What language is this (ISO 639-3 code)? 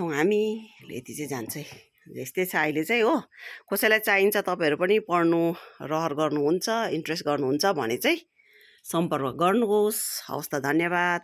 nep